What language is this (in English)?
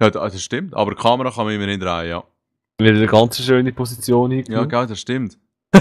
Swiss German